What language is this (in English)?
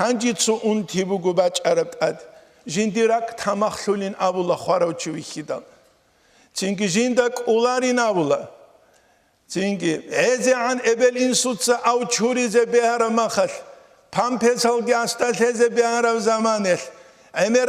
Avaric